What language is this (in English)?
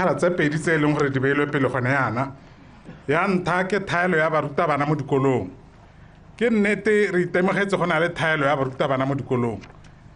Tswana